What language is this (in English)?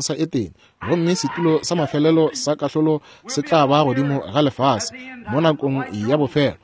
Northern Sotho